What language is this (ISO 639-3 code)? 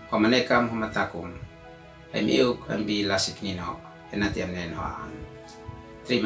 aoz